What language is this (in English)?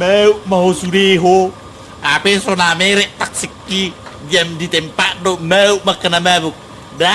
Batak Toba